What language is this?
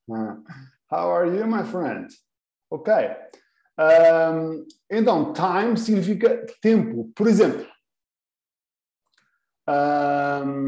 Portuguese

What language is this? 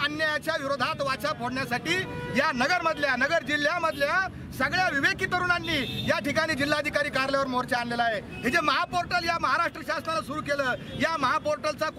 Marathi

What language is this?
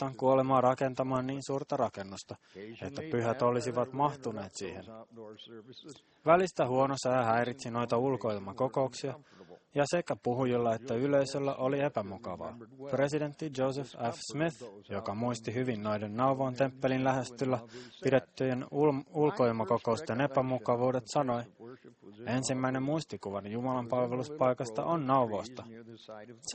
Finnish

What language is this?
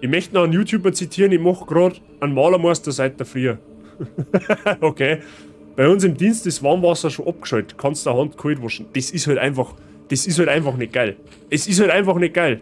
Bavarian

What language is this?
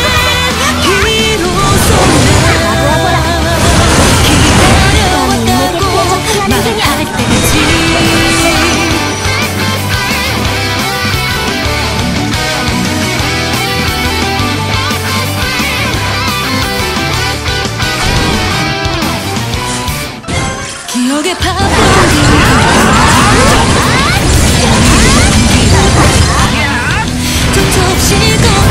Korean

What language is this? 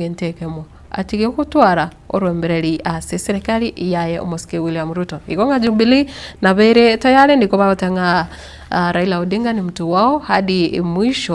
Gusii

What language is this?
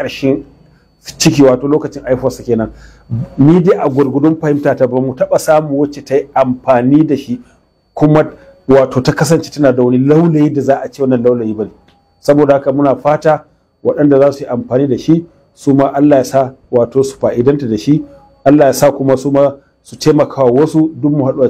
Hausa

